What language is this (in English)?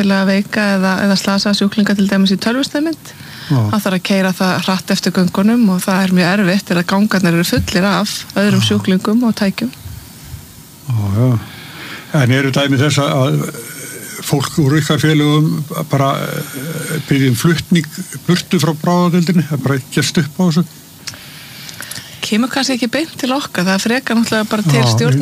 Icelandic